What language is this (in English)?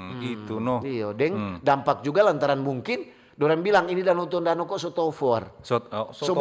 Manado Malay